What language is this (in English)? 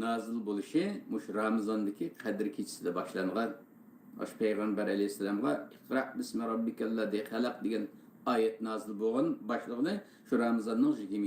Uyghur